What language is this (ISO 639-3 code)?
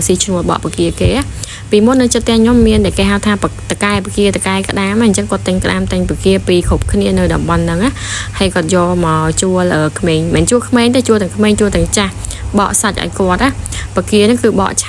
khm